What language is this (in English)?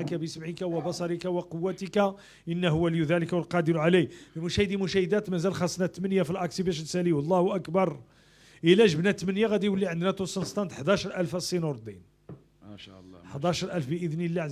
Moroccan Arabic